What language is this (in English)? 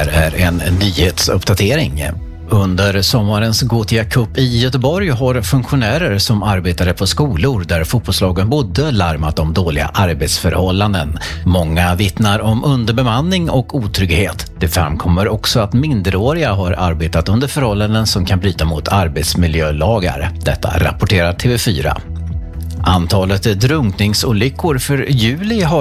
Swedish